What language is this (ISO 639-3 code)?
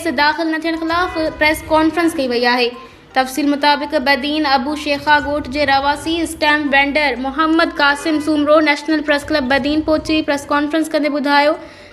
snd